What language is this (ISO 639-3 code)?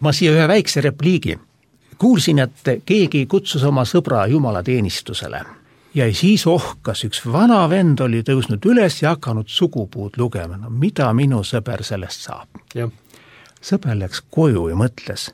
est